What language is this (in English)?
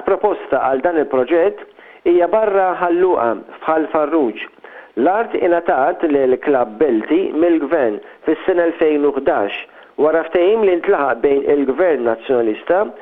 Maltese